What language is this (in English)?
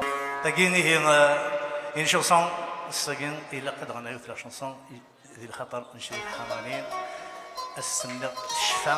Kabyle